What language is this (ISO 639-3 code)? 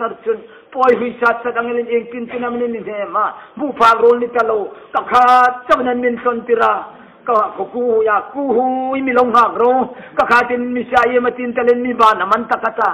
hmr